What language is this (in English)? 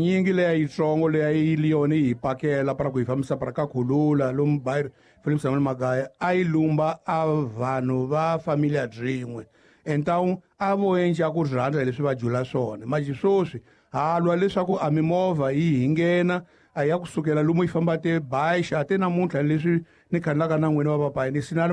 Tsonga